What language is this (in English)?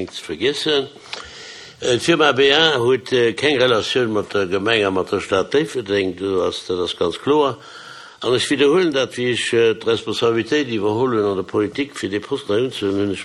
Luxembourgish